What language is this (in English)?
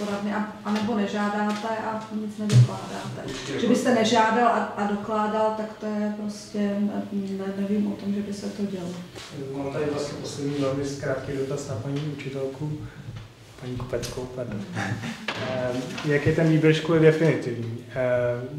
Czech